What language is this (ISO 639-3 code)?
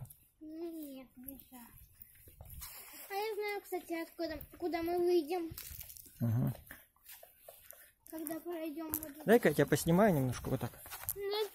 rus